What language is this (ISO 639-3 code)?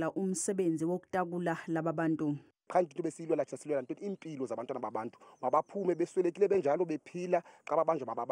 zul